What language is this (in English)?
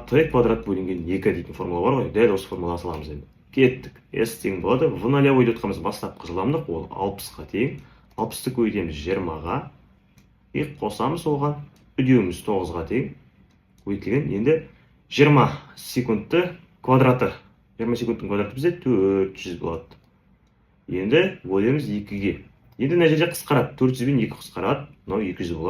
Kazakh